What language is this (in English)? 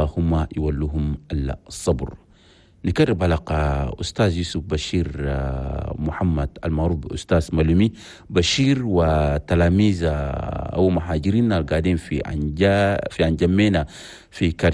Chadian Arabic